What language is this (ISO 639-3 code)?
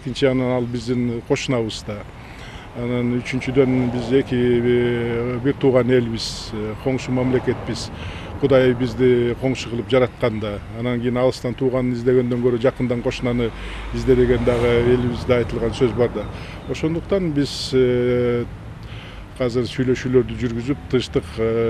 kir